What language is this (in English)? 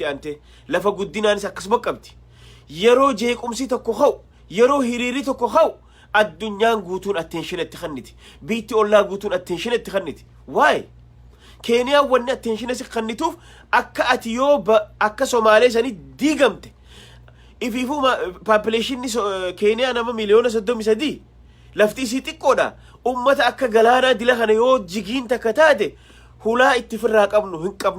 Oromo